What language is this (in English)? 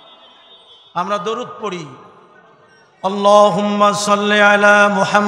Bangla